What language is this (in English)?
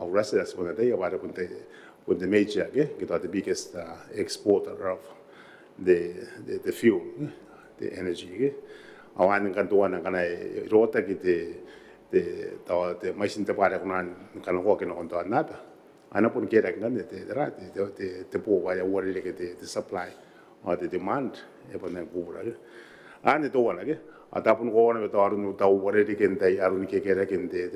Gilbertese